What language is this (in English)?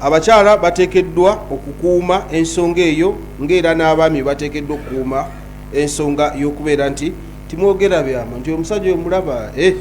Ganda